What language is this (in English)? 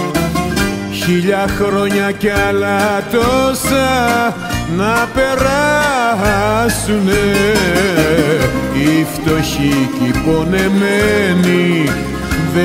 Greek